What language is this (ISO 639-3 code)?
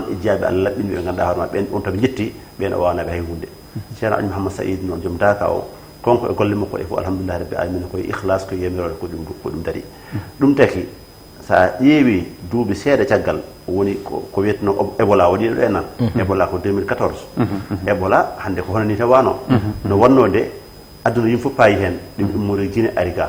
ful